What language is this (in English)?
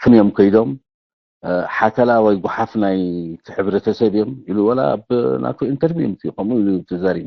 Tigrinya